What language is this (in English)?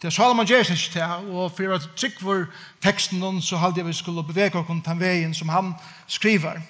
Faroese